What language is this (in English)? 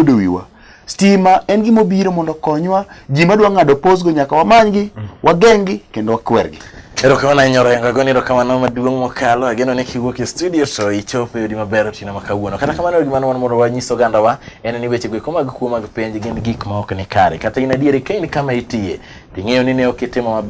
Luo (Kenya and Tanzania)